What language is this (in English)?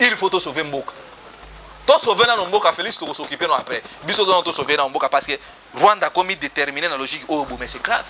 Lingala